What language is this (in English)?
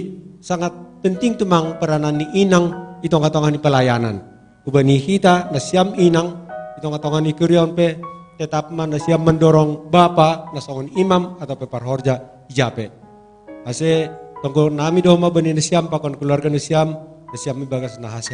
Batak Simalungun